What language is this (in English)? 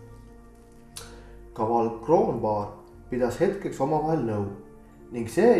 Estonian